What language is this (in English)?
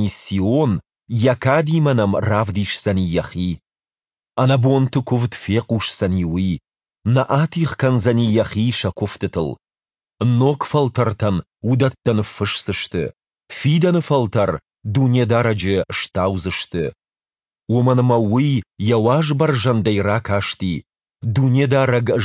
Ossetic